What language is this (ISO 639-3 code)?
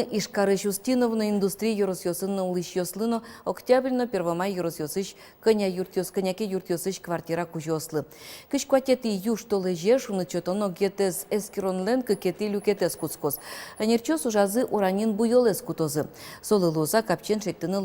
udm